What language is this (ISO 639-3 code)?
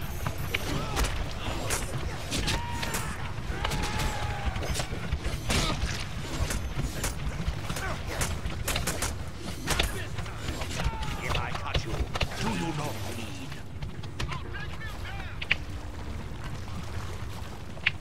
eng